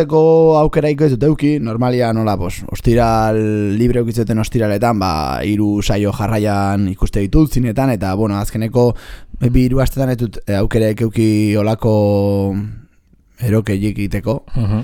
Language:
Basque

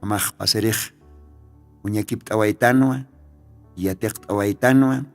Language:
Aymara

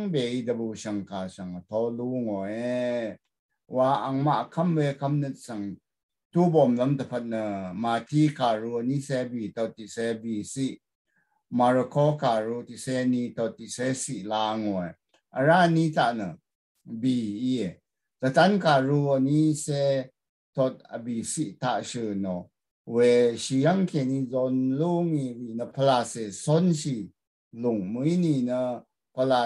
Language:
Rawang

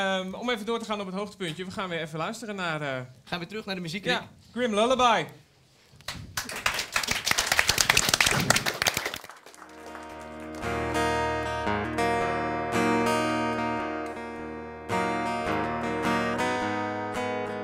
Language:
Dutch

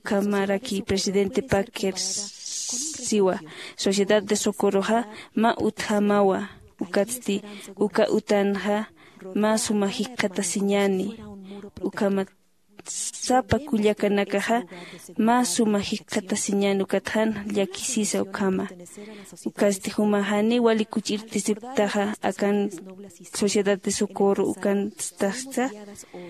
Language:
Aymara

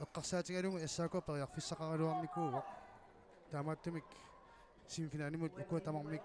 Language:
Kalaallisut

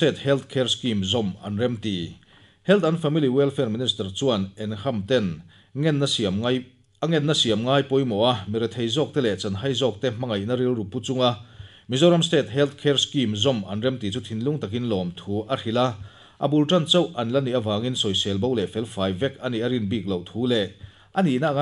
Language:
Mizo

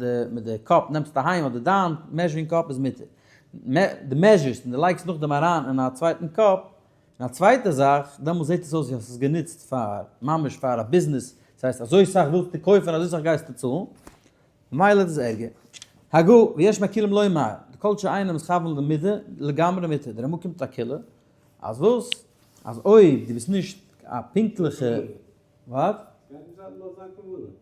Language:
Yiddish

